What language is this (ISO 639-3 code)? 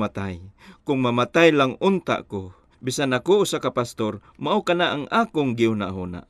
ceb